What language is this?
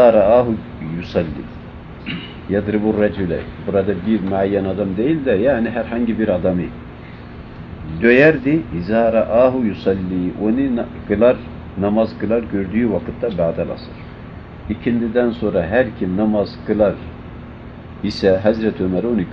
Turkish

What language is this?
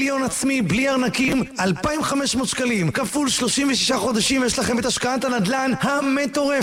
Hebrew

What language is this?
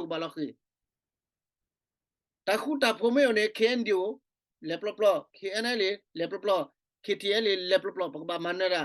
S'gaw Karen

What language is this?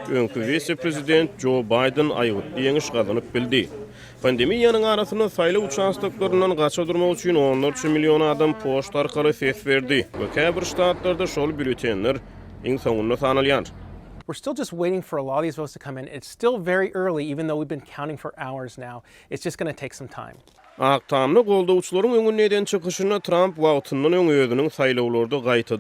Turkmen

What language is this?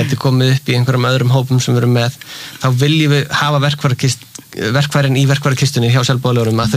Icelandic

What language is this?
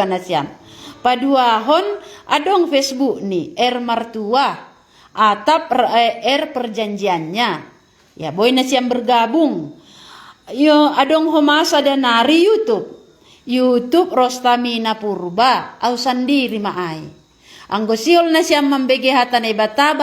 Batak Simalungun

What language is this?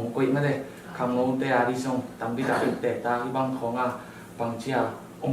Tedim Chin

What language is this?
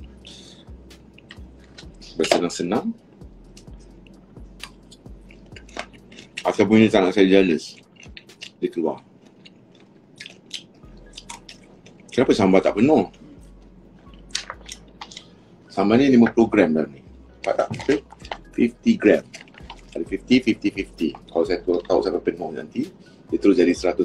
Malay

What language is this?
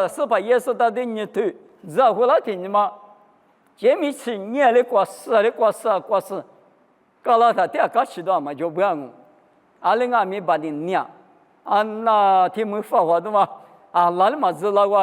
Lisu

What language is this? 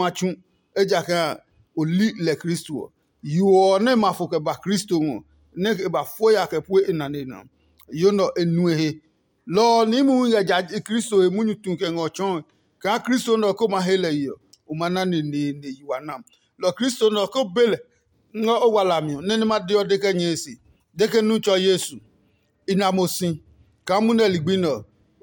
Adangme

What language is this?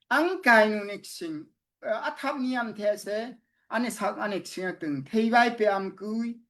Daai Chin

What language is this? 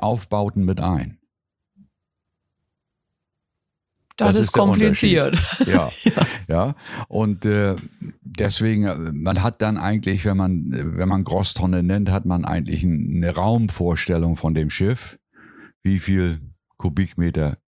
German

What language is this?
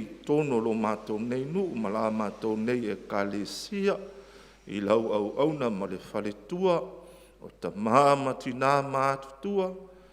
Samoan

